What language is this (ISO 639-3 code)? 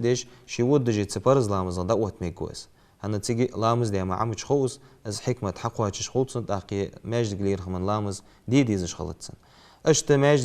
inh